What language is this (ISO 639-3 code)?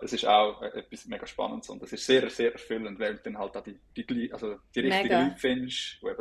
gsw